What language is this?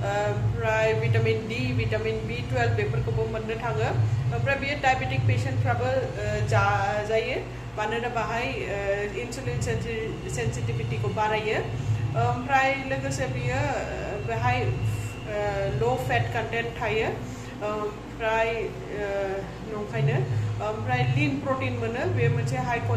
Bodo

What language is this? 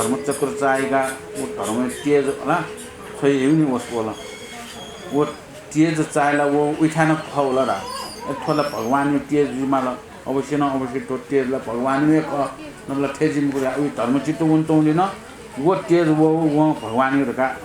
Newari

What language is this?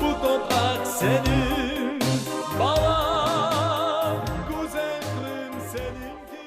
Crimean Tatar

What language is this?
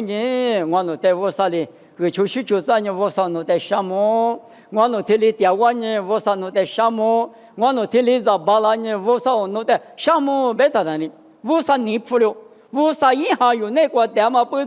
Lisu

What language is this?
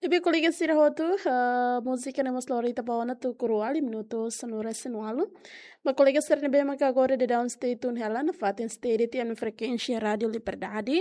Tetum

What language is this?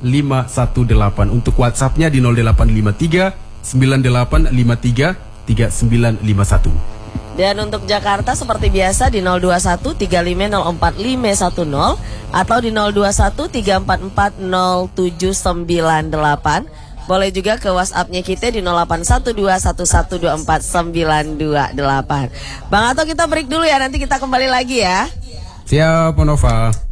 Indonesian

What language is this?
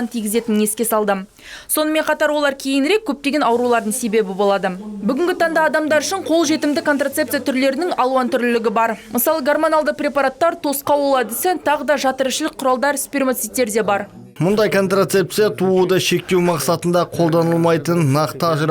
Kazakh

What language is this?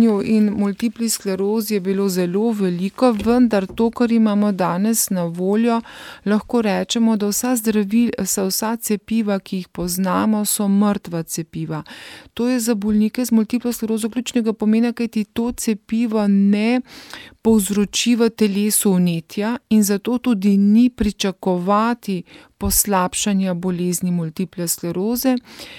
Slovenian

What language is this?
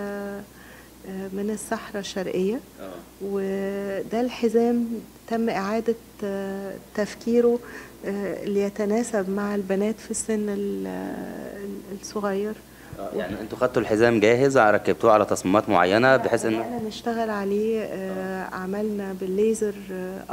Egyptian Arabic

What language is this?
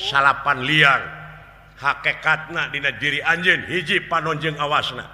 Sundanese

